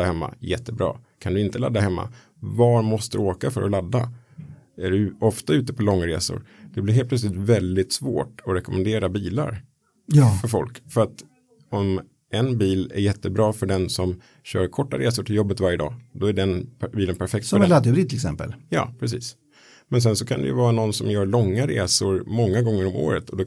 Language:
Swedish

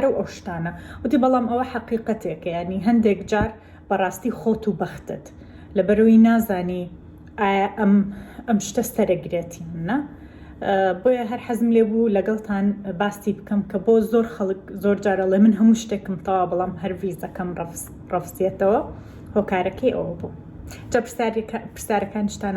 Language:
Central Kurdish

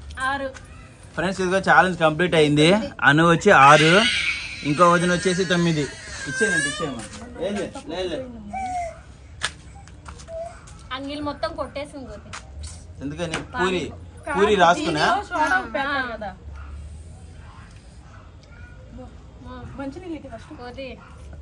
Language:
Telugu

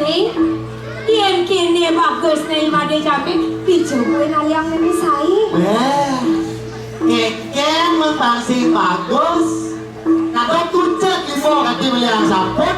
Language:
Balinese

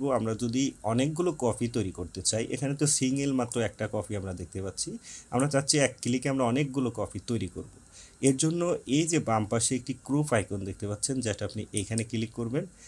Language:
Bangla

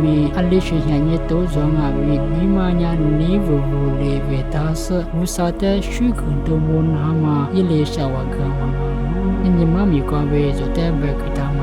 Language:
Lisu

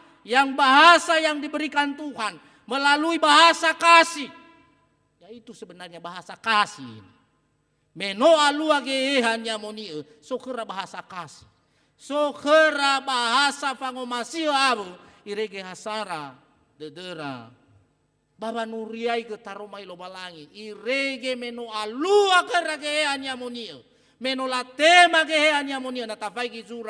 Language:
Nias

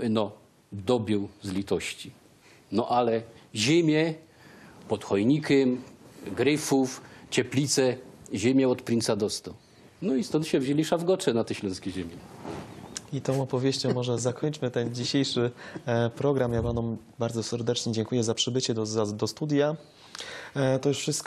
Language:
Silesian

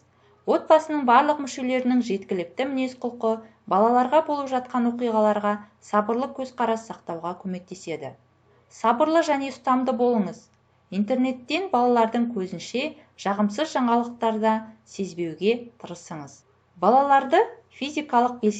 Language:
Kazakh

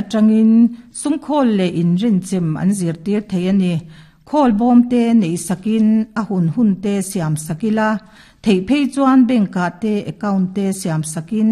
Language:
Mizo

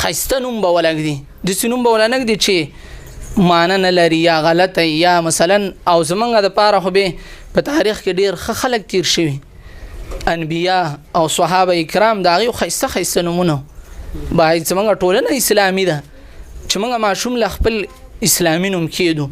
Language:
Pashto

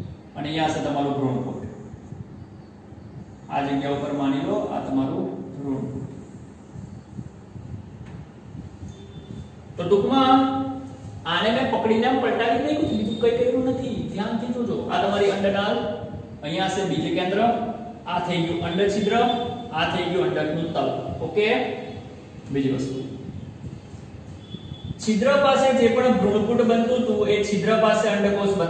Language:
Gujarati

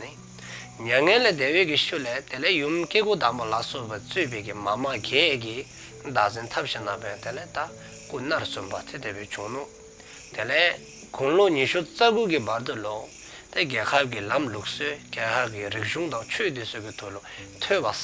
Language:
Dzongkha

